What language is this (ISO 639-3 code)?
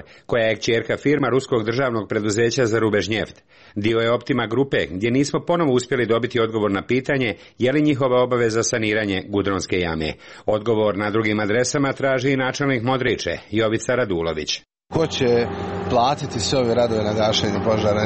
srp